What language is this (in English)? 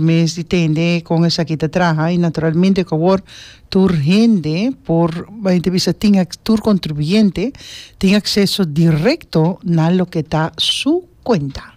Papiamento